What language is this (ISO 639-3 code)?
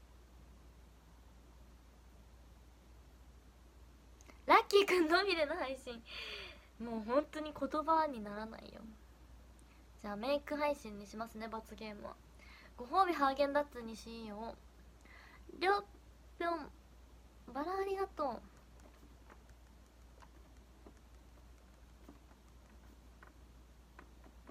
jpn